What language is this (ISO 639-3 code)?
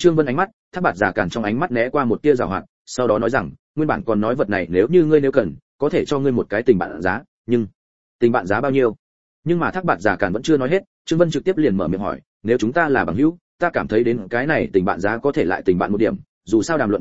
vie